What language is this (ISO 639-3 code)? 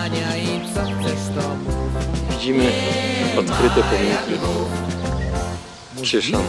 pol